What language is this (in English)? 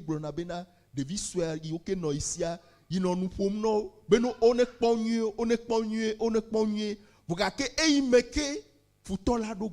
Ewe